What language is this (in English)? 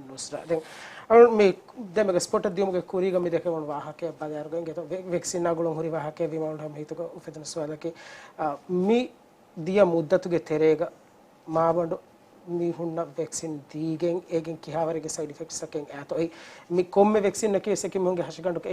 Divehi